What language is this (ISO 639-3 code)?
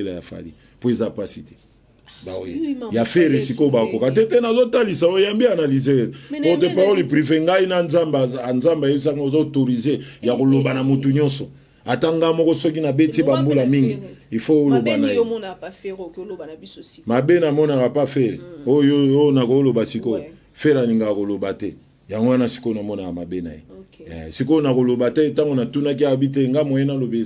lin